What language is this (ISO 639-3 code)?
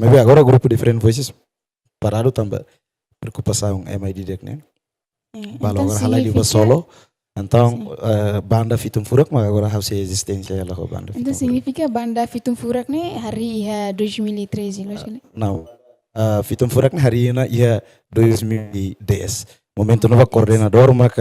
tet